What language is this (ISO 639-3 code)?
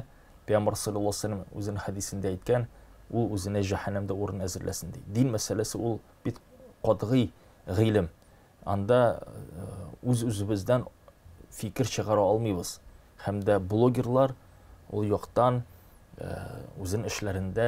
tat